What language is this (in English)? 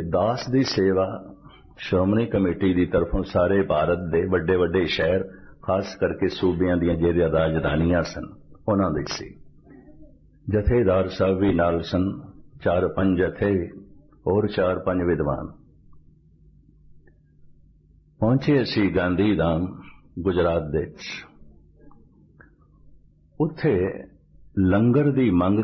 Punjabi